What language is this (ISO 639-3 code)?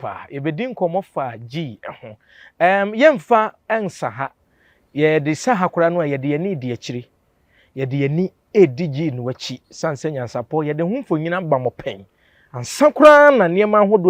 aka